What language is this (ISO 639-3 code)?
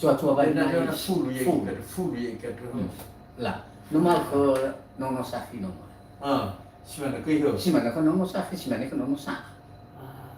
nia